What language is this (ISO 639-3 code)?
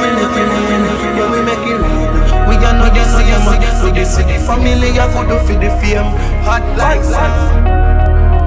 jam